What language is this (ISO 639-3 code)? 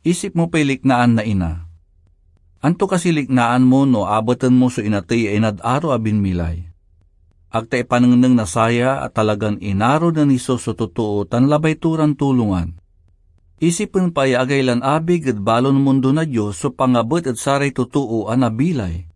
pag